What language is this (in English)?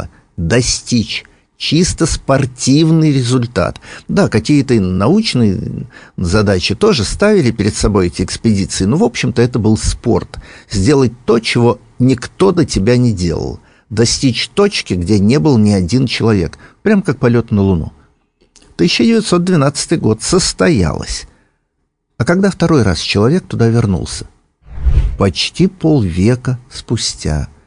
Russian